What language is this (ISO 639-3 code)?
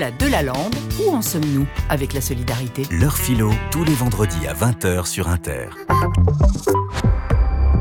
fra